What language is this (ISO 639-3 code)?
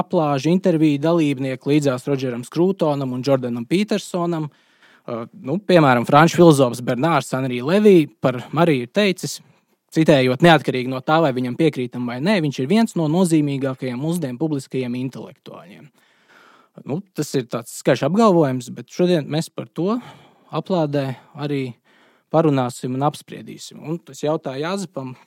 lav